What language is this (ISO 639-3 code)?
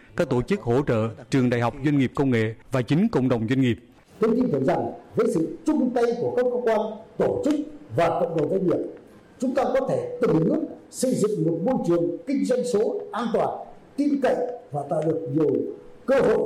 vie